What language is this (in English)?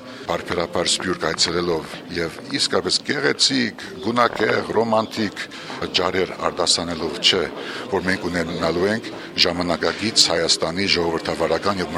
Armenian